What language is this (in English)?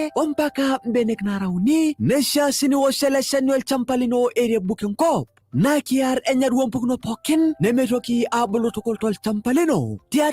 Masai